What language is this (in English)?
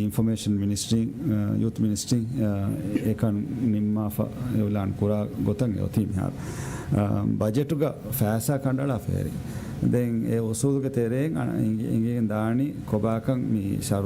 Divehi